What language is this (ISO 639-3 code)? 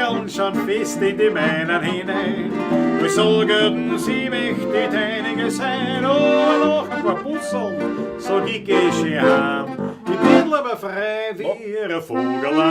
bar